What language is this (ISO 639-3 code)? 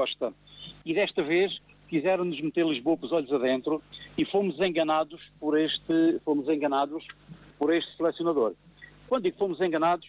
por